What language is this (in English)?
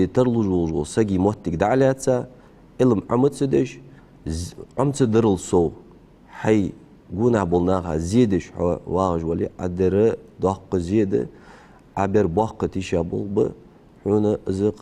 Ingush